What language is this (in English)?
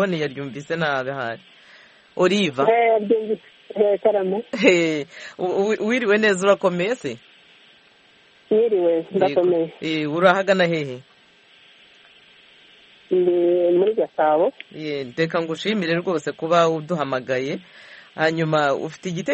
Kinyarwanda